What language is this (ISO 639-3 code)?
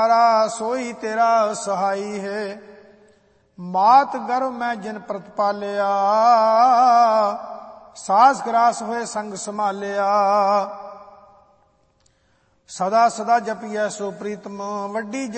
pan